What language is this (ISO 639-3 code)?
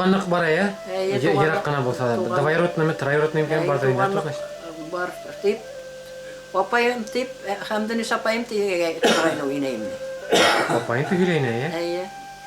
bak